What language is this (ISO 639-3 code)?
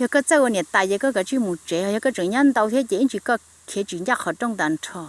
hmn